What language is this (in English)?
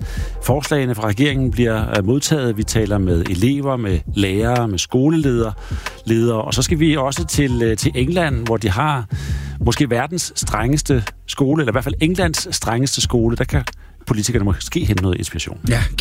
Danish